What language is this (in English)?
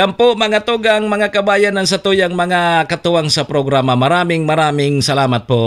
Bikol